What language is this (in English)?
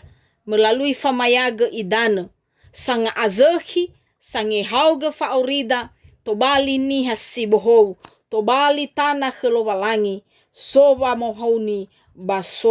Nias